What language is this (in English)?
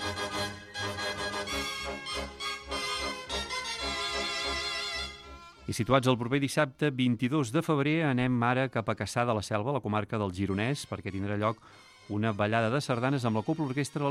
Catalan